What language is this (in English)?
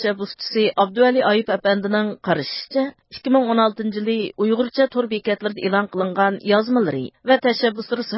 Uyghur